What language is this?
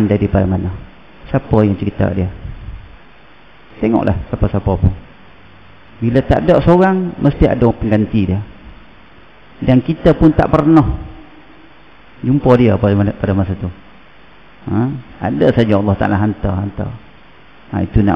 Malay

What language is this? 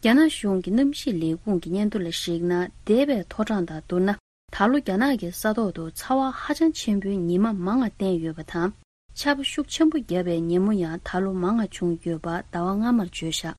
Tibetan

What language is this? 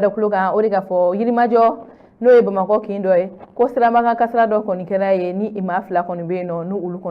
Bambara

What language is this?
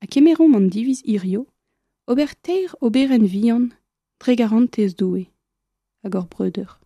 Breton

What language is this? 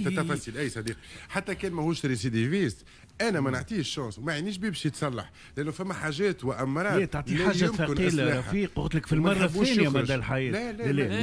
Tunisian Arabic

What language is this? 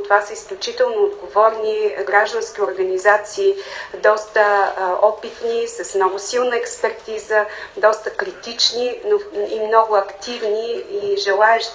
Bulgarian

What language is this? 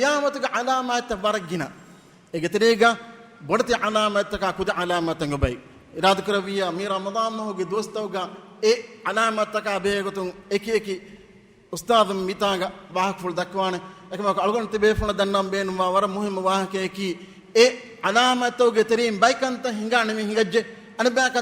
Divehi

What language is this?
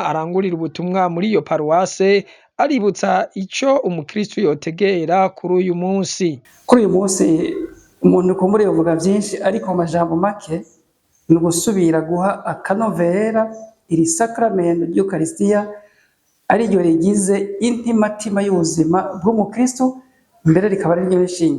Rundi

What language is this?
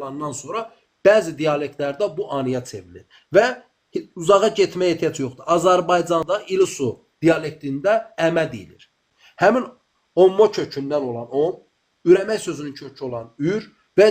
Azerbaijani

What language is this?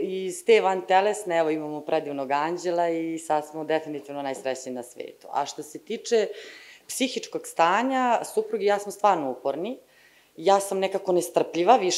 Serbian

